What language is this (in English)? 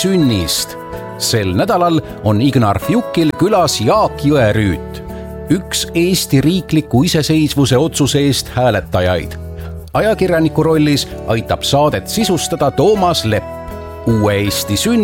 Estonian